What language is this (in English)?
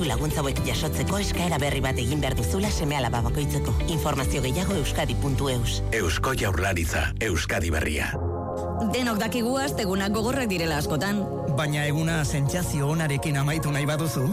Basque